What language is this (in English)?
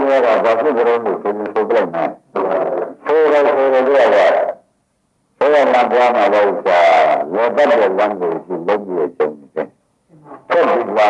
Burmese